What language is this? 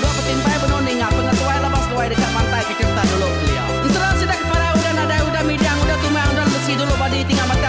Iban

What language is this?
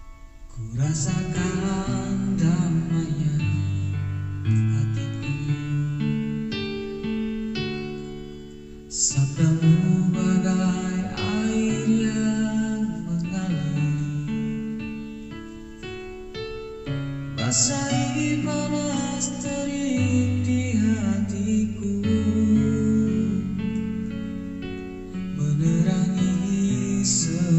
Indonesian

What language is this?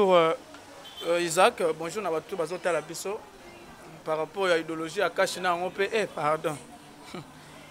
Lingala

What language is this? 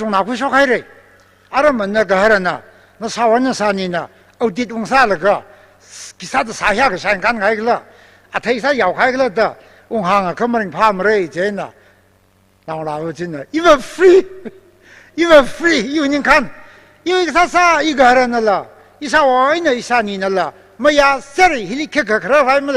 Tangkhul Naga (India)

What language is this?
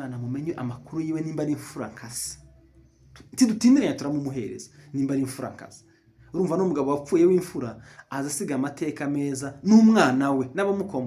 Kinyarwanda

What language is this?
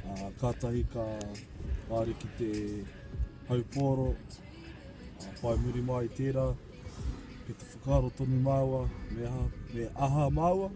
Māori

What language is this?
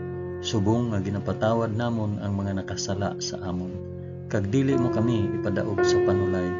Hiligaynon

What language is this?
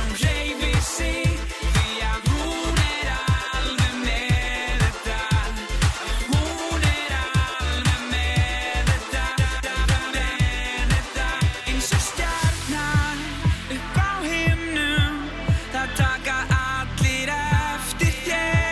Icelandic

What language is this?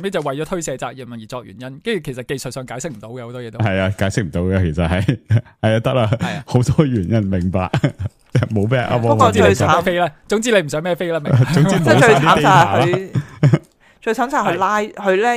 Cantonese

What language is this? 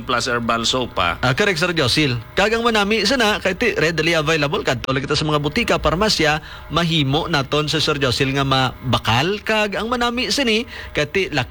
Hiligaynon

